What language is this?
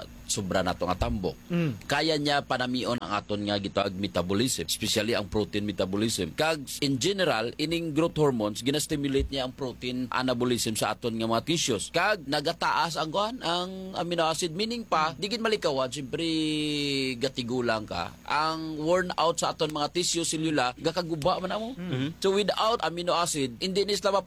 Hiligaynon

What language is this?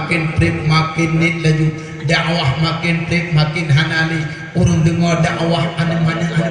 Achinese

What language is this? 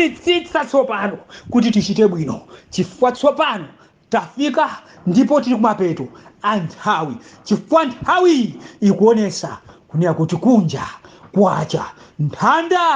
Nyanja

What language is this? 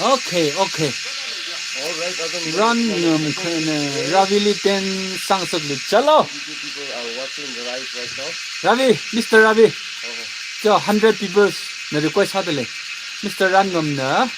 Tangkhul Naga (India)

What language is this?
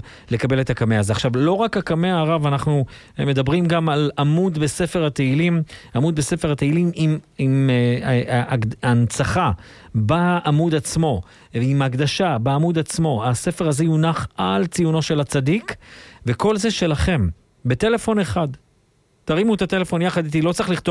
Hebrew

